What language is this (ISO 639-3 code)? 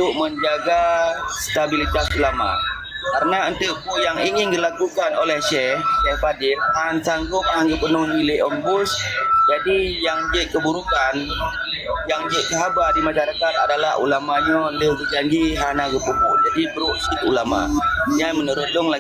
ace